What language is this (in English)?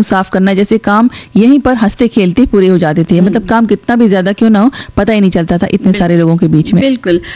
Hindi